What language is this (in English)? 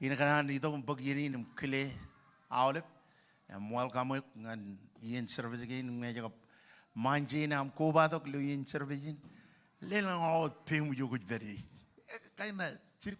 Marshallese